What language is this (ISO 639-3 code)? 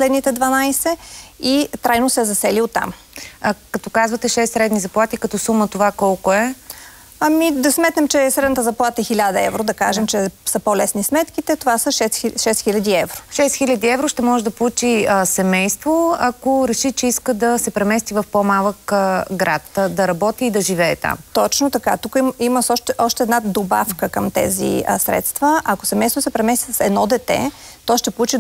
bul